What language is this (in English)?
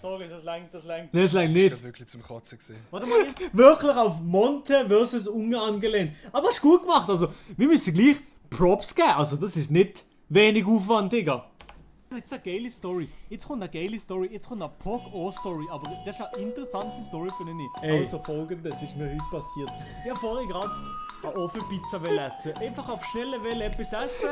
Swiss German